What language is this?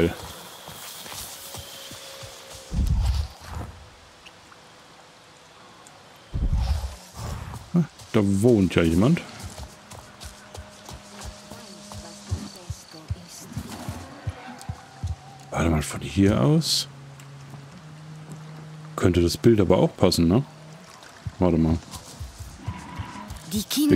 German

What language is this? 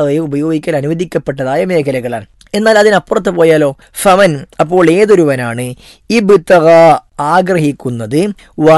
Malayalam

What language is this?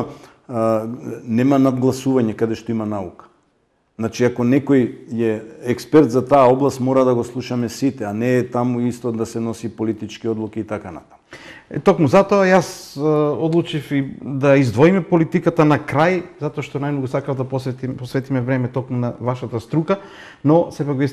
Macedonian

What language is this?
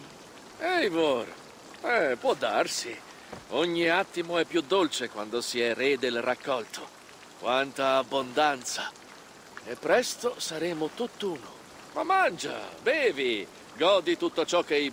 Italian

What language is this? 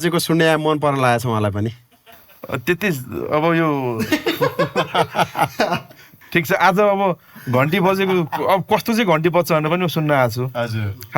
Nepali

